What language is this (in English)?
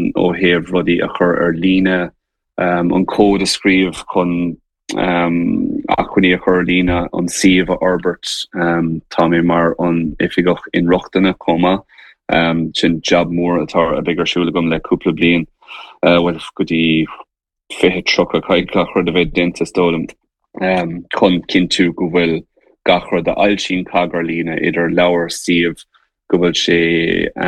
Irish